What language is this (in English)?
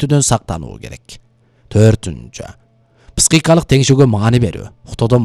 Kyrgyz